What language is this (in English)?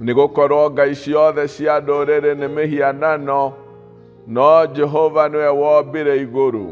Kikuyu